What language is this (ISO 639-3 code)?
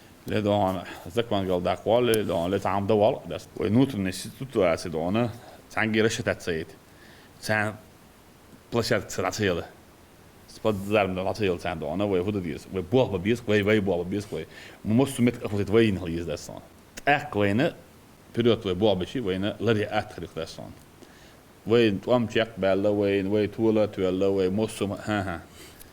che